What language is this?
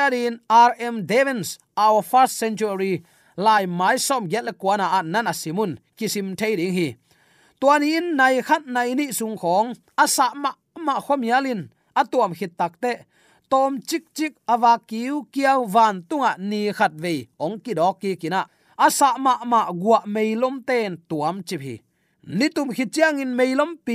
Tedim Chin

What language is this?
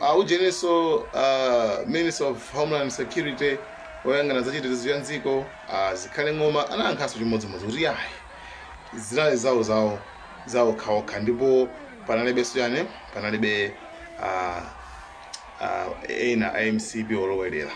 Nyanja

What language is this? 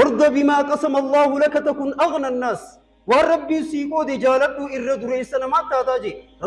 Oromo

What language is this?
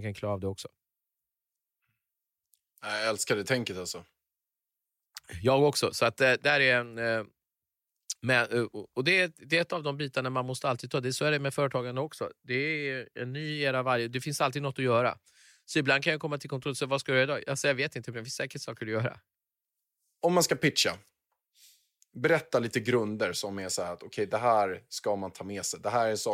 Swedish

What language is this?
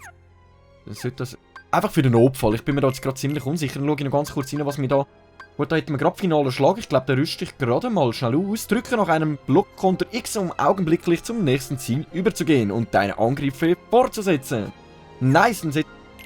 Swiss German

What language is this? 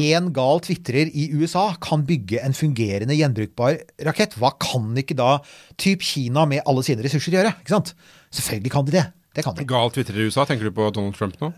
Norwegian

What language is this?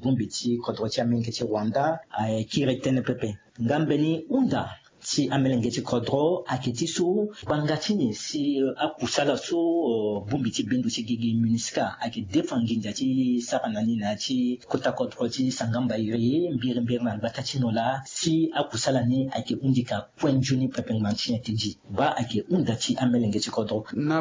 Sango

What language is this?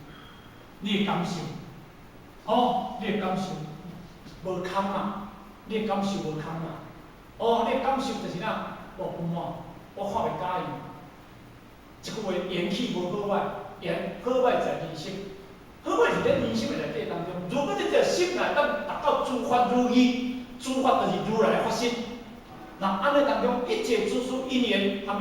Min Nan Chinese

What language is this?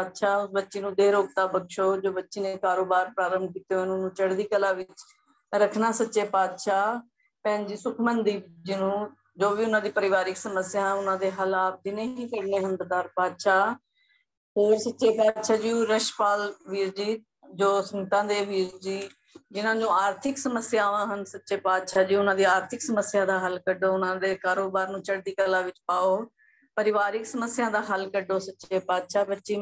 Punjabi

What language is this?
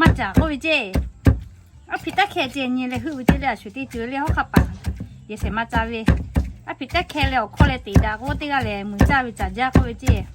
Lahu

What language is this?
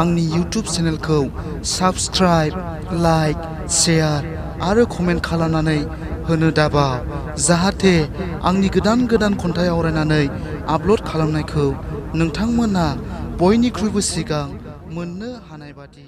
Bodo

